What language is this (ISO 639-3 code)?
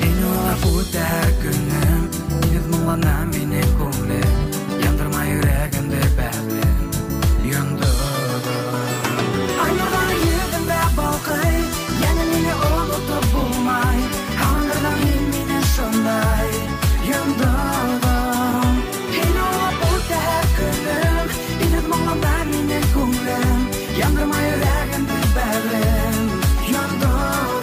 bak